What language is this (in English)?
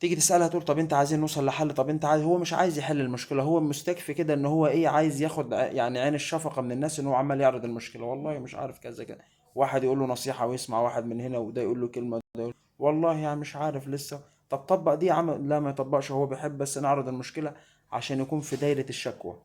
Egyptian Arabic